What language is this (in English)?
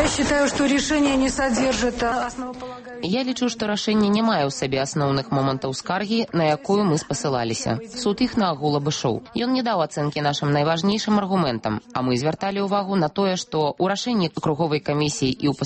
Belarusian